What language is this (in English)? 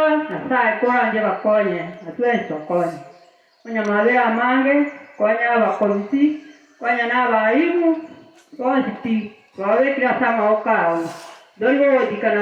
Gusii